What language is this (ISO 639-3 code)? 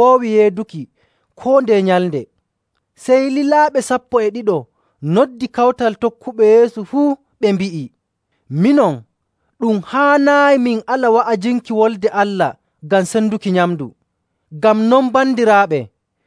fuv